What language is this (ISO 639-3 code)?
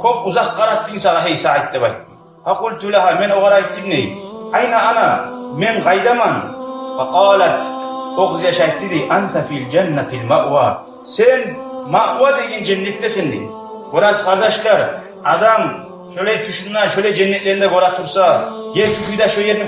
kum